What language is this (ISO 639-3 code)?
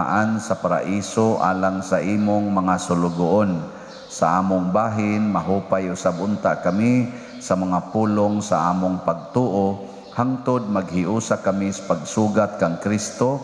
ceb